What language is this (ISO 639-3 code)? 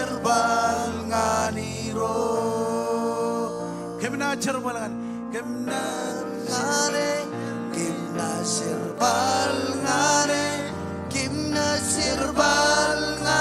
mah